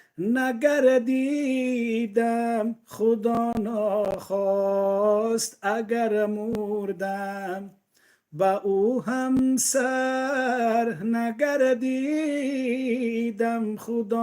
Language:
Tajik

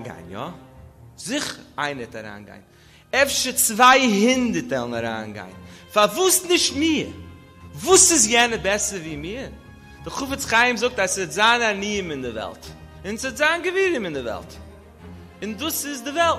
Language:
Yiddish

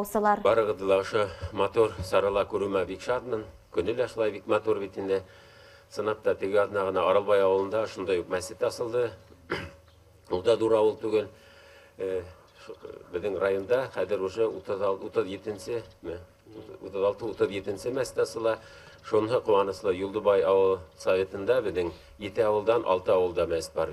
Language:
Bashkir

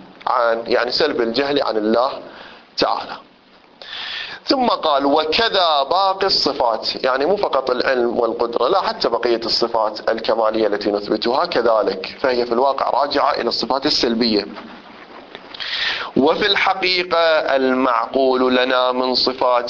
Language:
Arabic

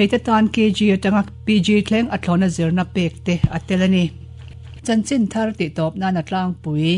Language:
Mizo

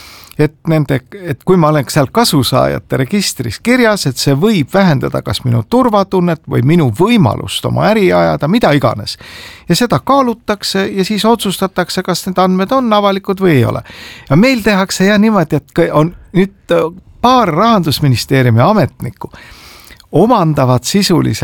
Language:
Estonian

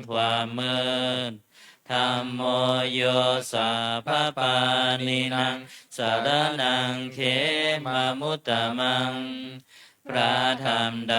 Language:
Pali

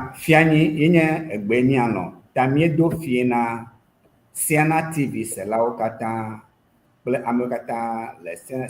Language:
Ewe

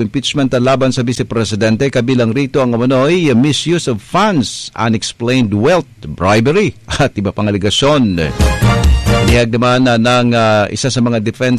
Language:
Cebuano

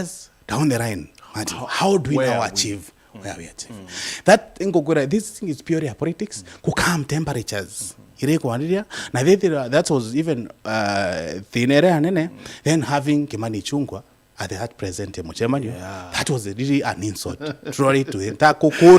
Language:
Meru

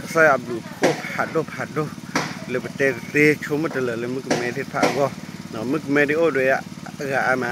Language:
S'gaw Karen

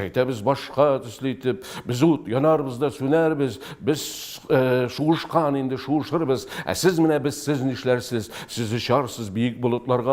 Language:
Tatar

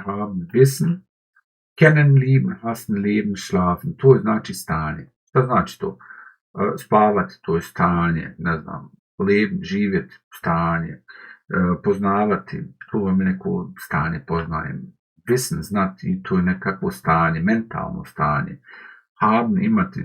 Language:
Bosnian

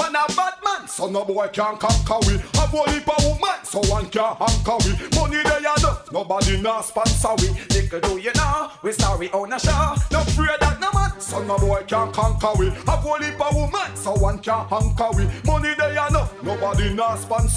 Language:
Jamaican Creole English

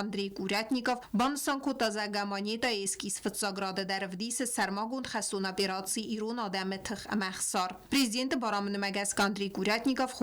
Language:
Ossetic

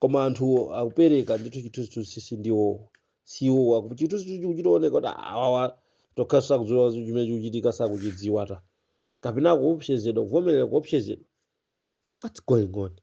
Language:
Nyanja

